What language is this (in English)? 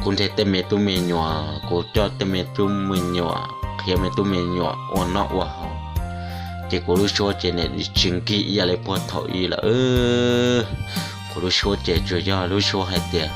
Hmong